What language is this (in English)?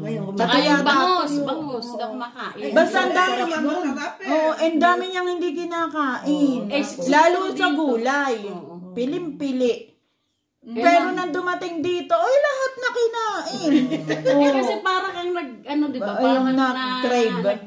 Filipino